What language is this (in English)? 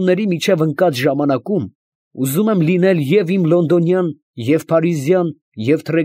Armenian